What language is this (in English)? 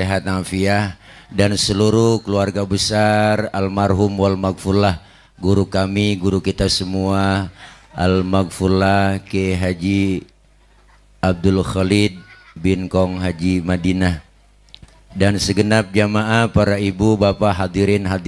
Betawi